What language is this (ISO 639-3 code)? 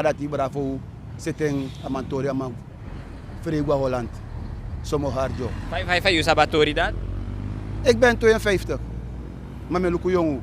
srn